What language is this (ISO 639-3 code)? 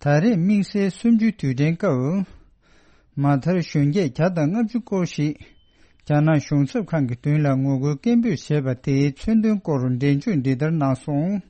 bod